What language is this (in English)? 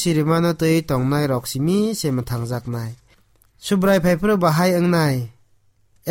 Kok Borok